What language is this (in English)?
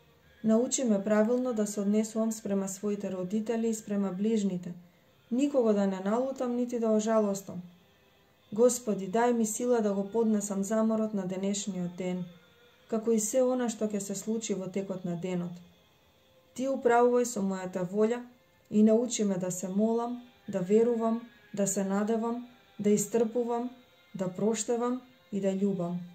Macedonian